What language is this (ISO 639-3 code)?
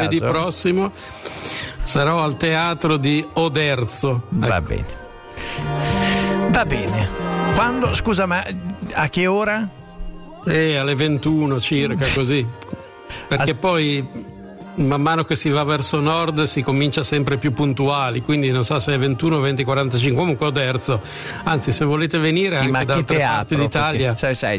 ita